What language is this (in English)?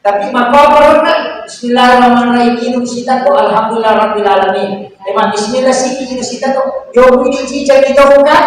Buginese